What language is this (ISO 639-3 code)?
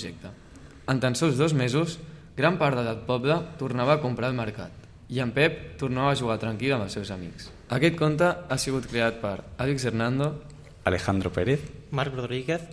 cat